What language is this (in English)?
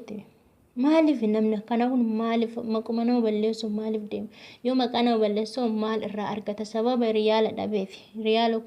Oromo